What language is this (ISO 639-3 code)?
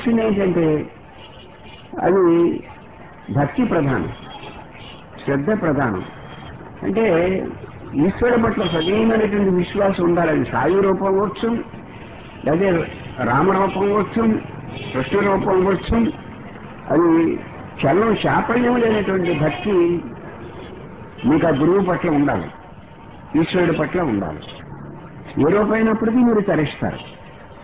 tel